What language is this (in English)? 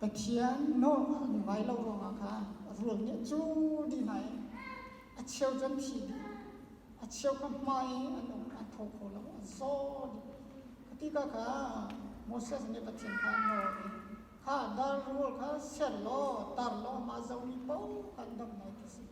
Hakha Chin